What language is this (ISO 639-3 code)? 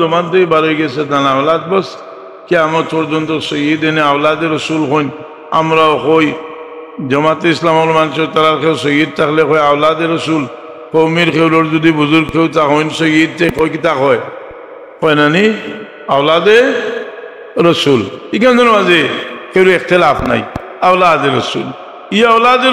syl